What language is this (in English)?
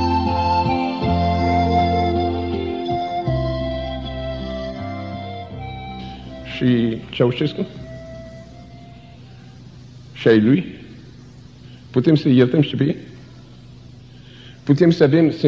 Romanian